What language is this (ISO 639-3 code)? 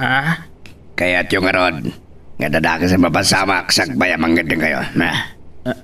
ilo